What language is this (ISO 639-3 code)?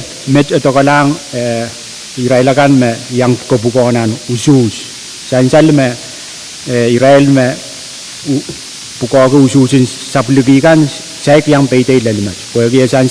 pon